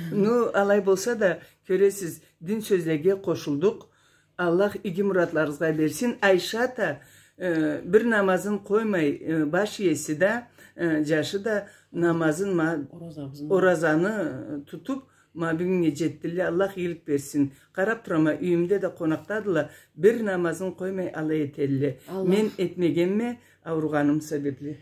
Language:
Karachay-Balkar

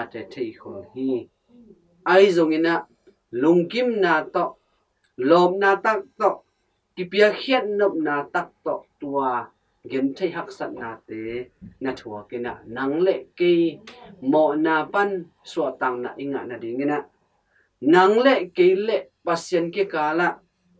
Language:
Tedim Chin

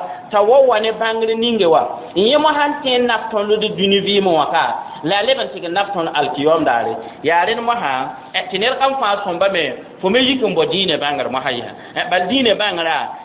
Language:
Mossi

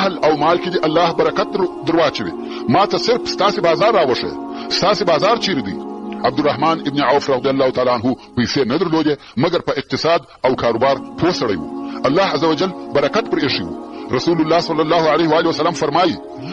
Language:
Pashto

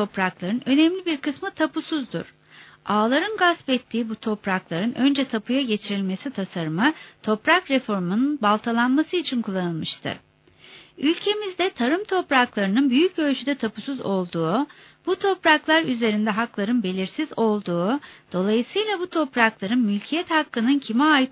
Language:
Turkish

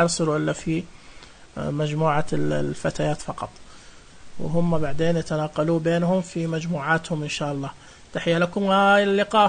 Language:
Najdi Arabic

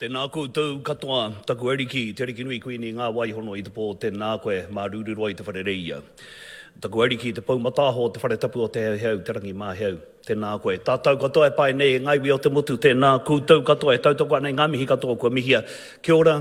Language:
Māori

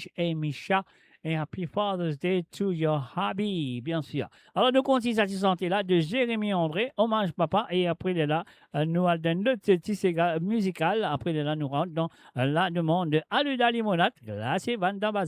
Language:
Morisyen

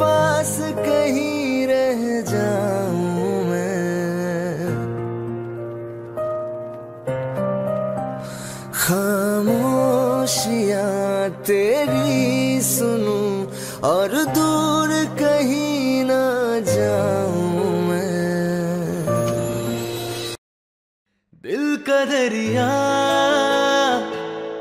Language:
Hindi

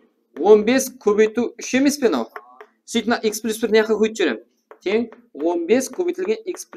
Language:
Kara-Kalpak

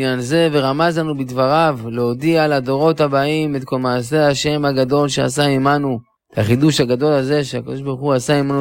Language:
Hebrew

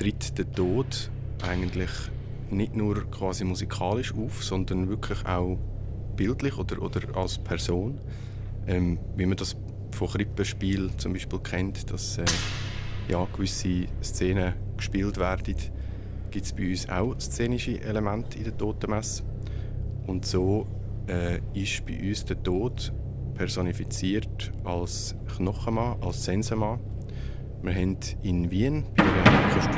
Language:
Swiss German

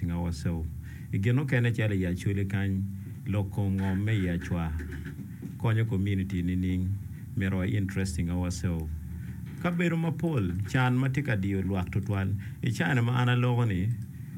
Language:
Acoli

